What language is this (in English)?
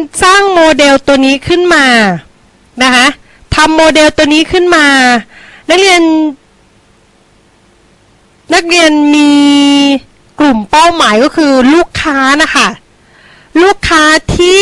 Thai